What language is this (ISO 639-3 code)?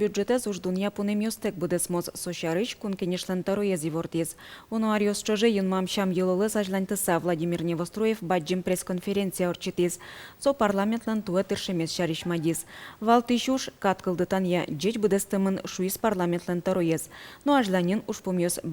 udm